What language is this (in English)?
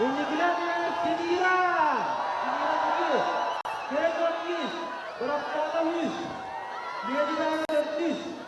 Yakut